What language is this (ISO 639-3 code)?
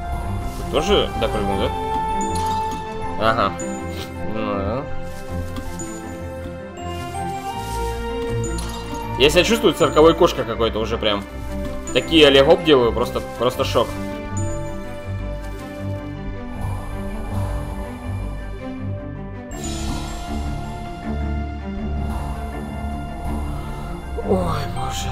rus